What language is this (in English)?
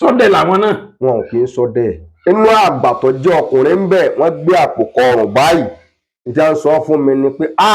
Yoruba